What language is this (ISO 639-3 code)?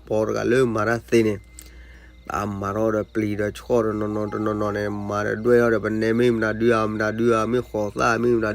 ksw